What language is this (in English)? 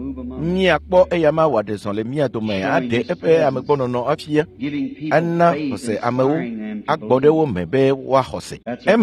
Ewe